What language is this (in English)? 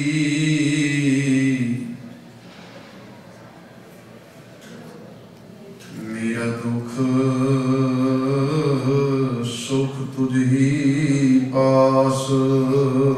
Punjabi